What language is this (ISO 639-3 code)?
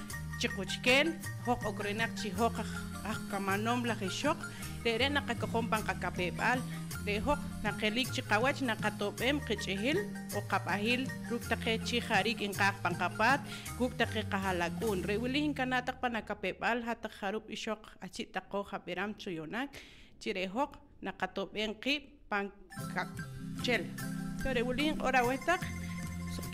poh